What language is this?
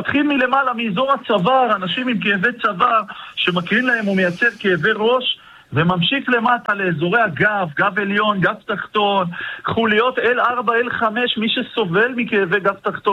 Hebrew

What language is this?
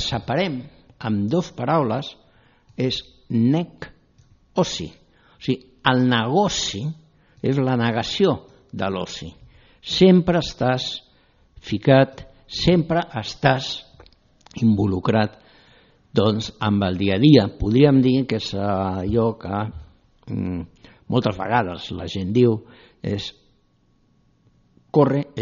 Catalan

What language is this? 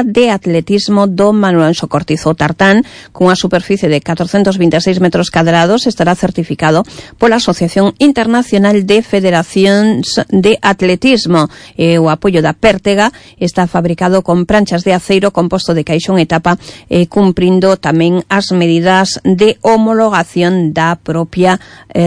Galician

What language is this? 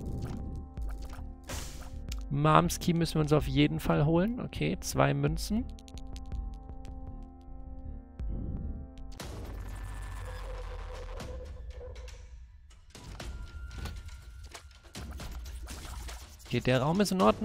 German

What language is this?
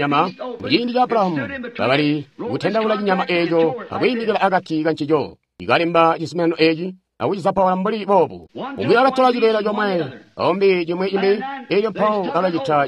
Tonga (Zambia)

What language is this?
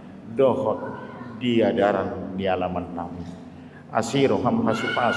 Batak Toba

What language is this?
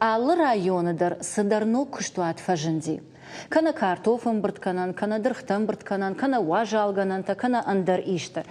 Ossetic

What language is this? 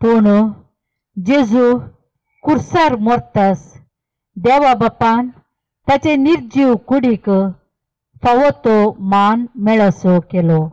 Konkani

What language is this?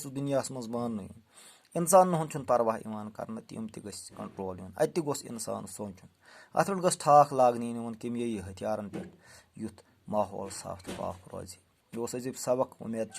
Kashmiri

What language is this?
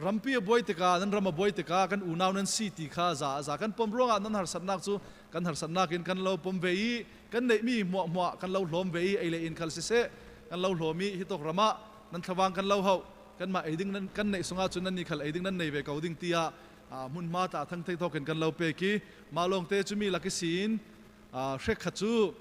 Falam Chin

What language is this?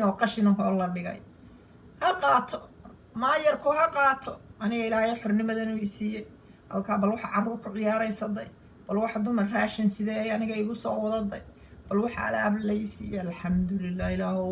Somali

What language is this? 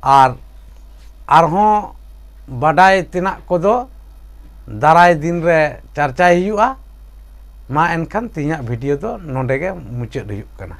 Santali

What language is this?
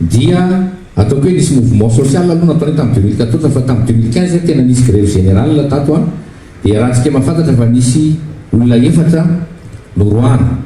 Malagasy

